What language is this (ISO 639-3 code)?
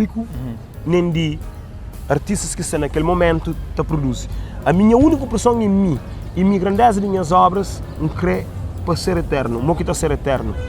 kea